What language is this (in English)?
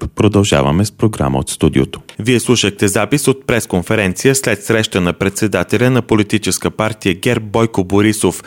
Bulgarian